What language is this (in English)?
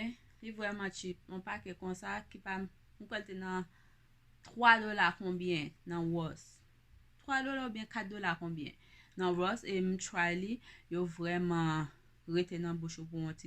Haitian Creole